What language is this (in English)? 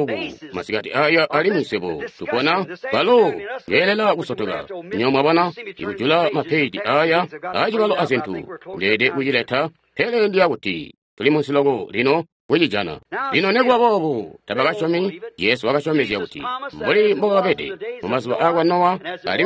Tonga (Zambia)